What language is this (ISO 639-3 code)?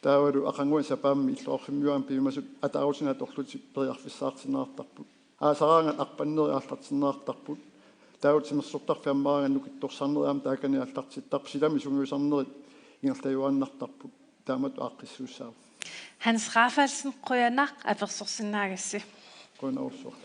kal